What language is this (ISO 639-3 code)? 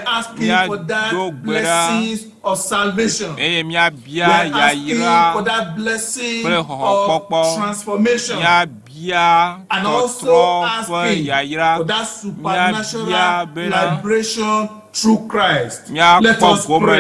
ewe